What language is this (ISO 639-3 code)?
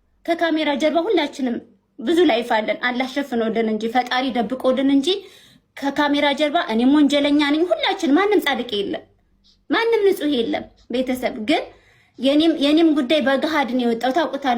amh